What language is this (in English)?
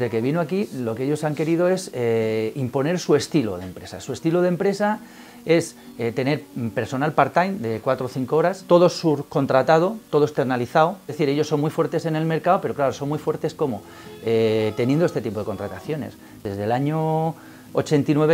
Spanish